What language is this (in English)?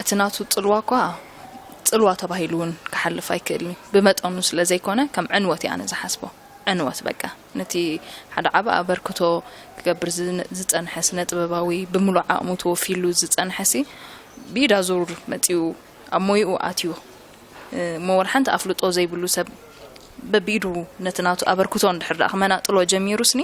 Tigrinya